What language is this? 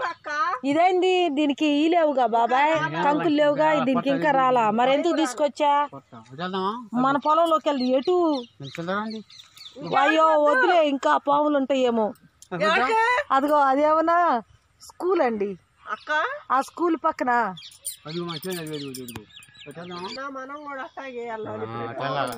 Telugu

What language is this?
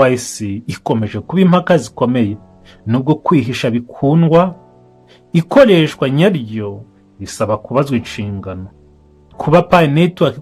Kinyarwanda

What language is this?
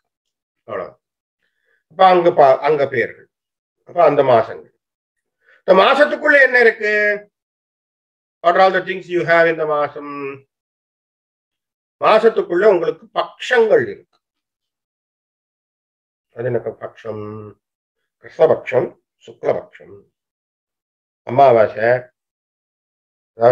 Tamil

